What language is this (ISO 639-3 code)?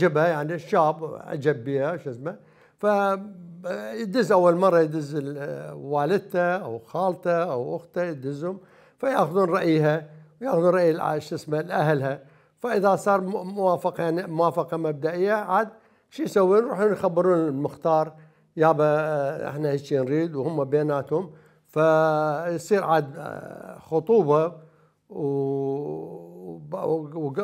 acm